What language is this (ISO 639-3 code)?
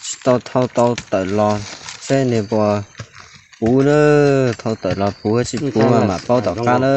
hmn